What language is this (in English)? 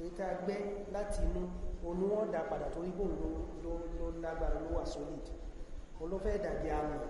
Yoruba